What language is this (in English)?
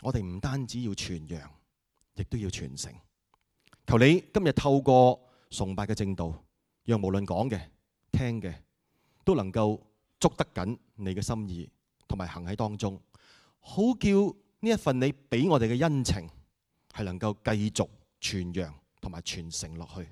Cantonese